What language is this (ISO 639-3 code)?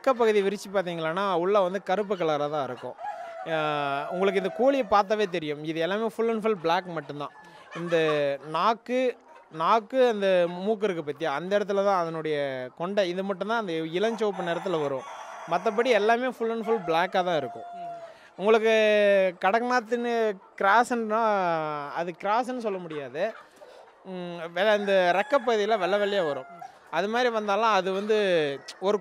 tam